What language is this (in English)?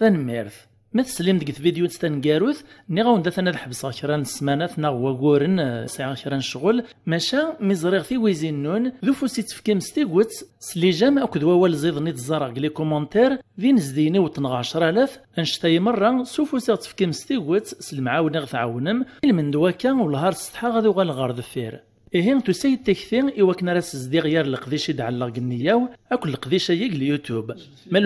Kabyle